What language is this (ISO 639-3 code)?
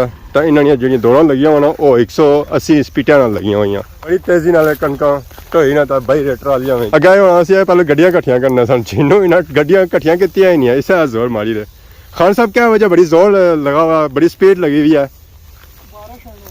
phr